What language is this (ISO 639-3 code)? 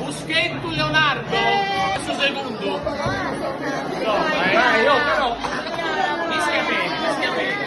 srd